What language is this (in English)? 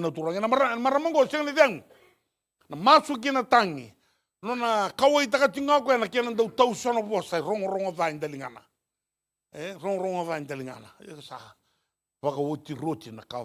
Fijian